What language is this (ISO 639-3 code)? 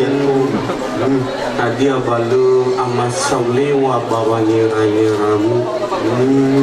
nia